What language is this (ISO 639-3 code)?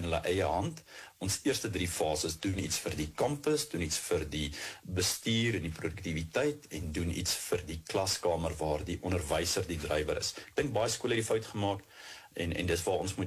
afr